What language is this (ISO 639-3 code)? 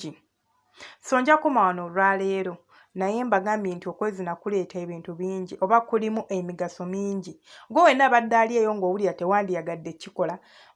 lug